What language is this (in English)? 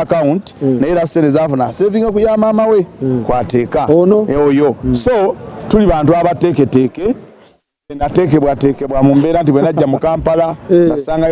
Ganda